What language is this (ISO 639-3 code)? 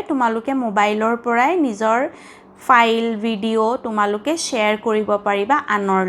asm